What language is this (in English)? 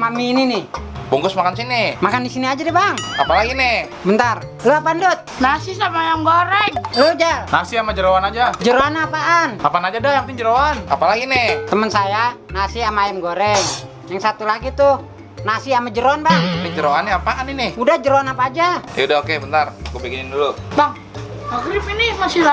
Betawi